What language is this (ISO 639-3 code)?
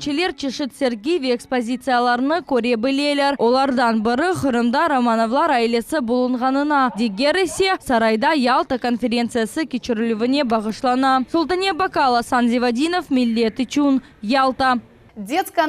crh